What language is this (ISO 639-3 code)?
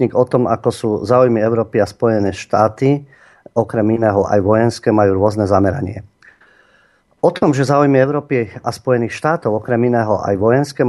slk